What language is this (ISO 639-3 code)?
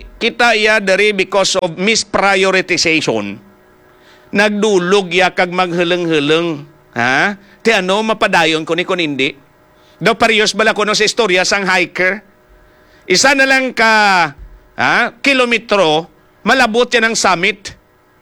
hil